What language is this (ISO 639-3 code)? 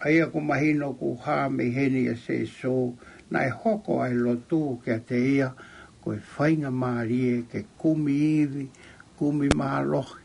ton